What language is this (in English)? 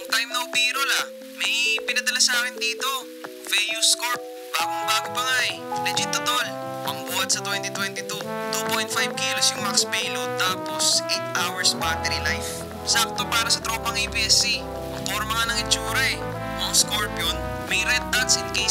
Filipino